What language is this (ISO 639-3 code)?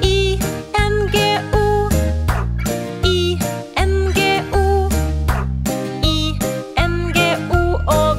nor